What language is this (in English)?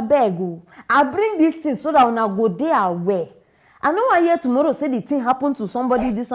Nigerian Pidgin